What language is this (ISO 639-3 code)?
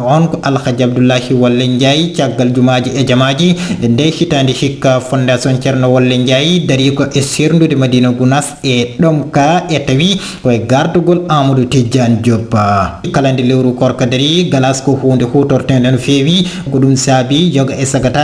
ful